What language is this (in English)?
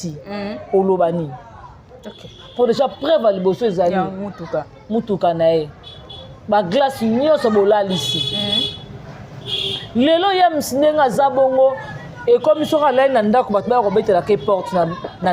Lingala